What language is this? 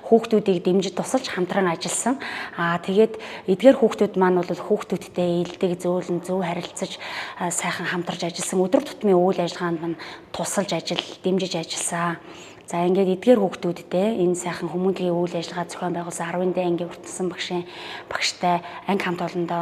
Mongolian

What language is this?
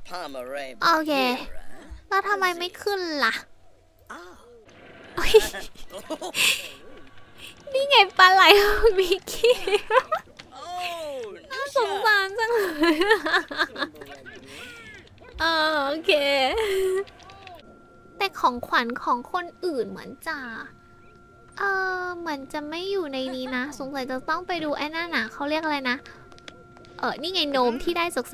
Thai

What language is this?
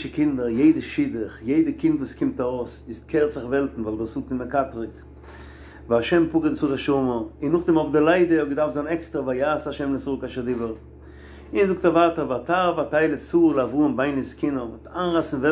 Yiddish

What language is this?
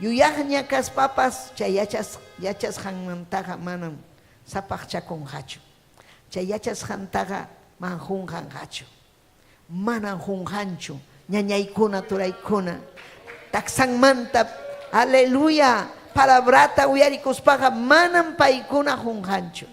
Ayacucho Quechua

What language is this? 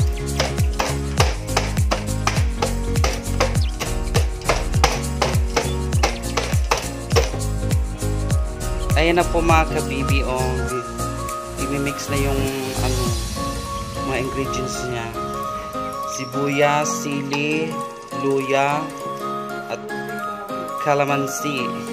Filipino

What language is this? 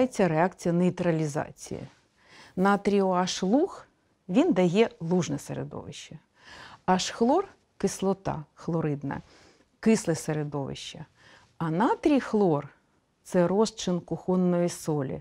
Ukrainian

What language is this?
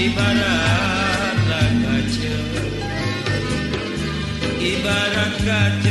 Indonesian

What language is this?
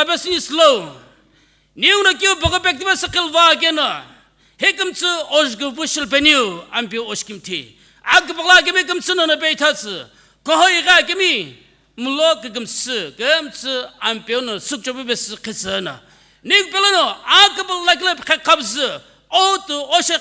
Sumi Naga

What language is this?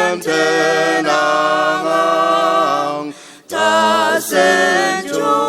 Ao Naga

